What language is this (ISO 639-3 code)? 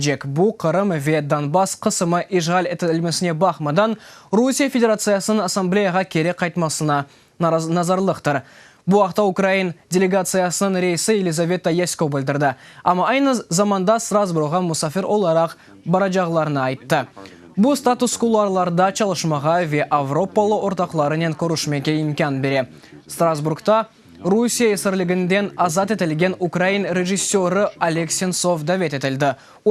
crh